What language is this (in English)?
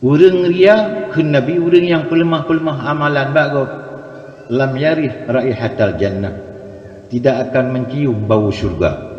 Achinese